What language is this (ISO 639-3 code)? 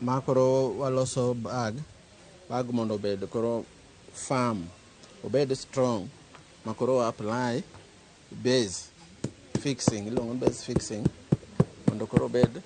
luo